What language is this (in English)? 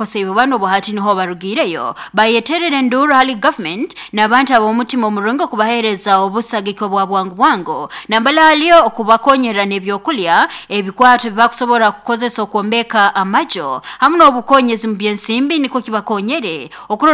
Nyoro